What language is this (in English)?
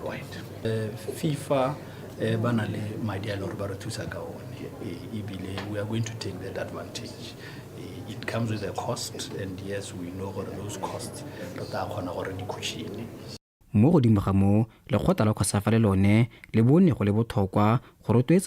Tswana